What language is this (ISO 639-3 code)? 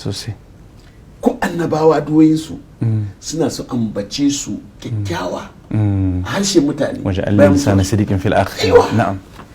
hau